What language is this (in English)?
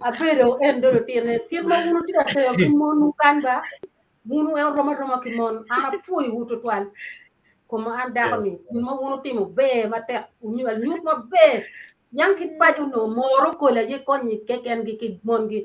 Acoli